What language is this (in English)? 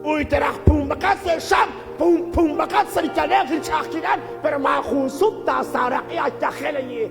Kekchí